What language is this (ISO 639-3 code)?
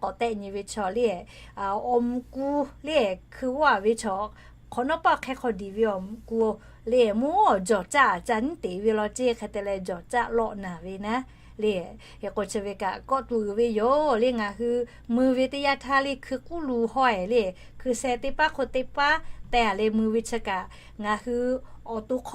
lhu